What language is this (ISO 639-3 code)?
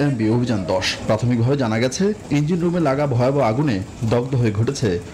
ben